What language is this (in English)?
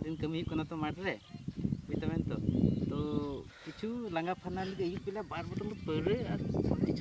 Santali